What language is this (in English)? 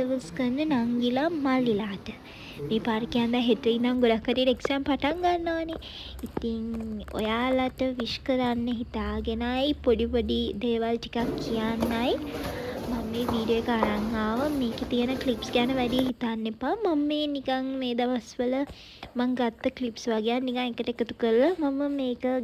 Sinhala